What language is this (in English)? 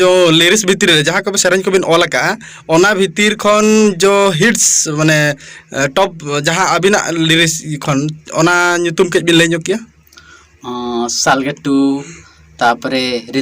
Santali